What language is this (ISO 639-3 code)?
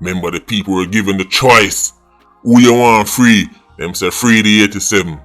jam